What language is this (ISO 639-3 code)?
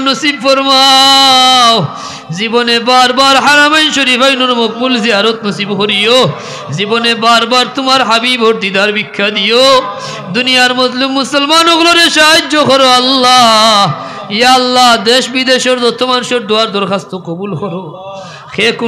syl